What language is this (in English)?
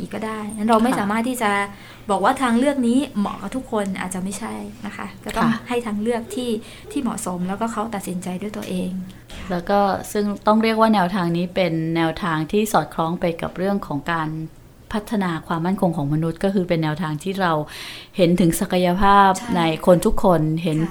Thai